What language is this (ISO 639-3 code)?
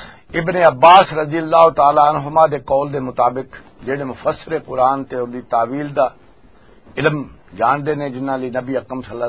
lah